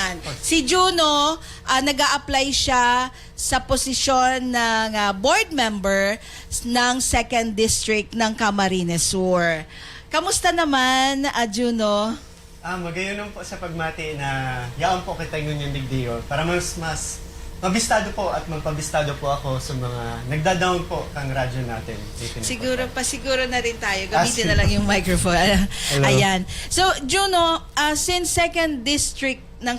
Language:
Bikol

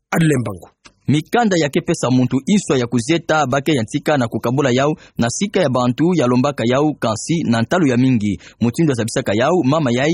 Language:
Kituba (Democratic Republic of Congo)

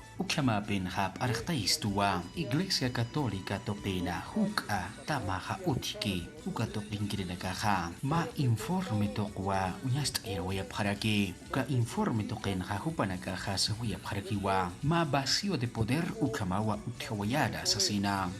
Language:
Aymara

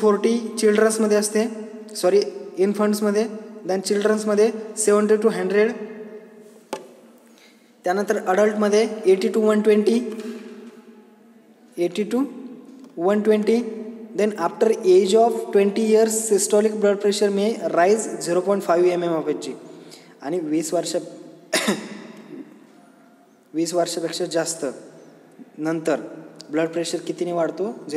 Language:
Marathi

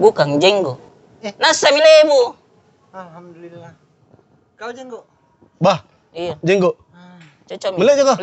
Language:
Makassar Malay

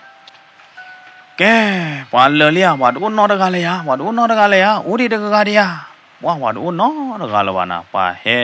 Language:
S'gaw Karen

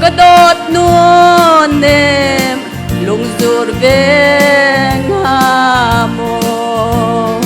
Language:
Hakha Chin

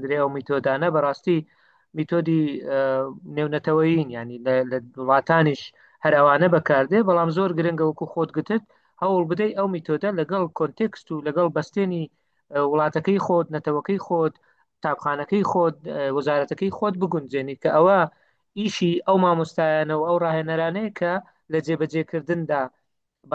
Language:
Central Kurdish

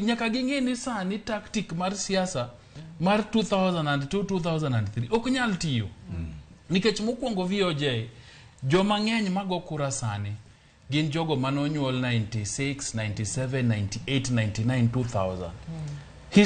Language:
Luo (Kenya and Tanzania)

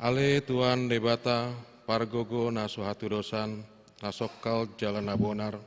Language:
Batak Toba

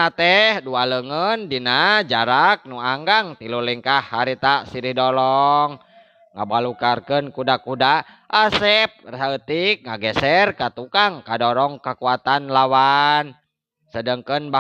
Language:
Sundanese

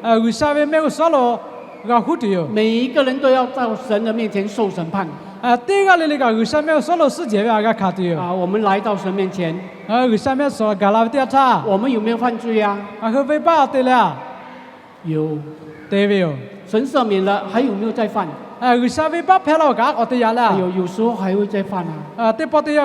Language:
Lahu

